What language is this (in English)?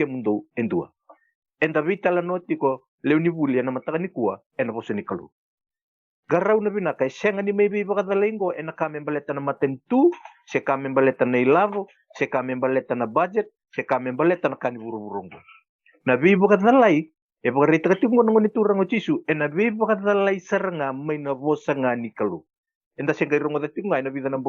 Fijian